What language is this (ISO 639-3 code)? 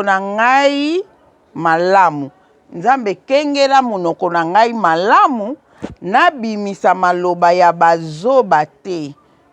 lin